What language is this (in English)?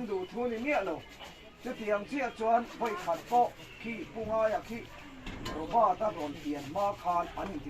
Mizo